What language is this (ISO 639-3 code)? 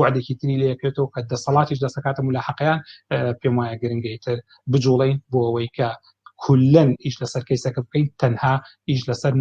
ckb